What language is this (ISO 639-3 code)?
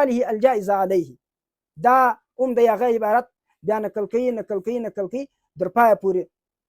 pus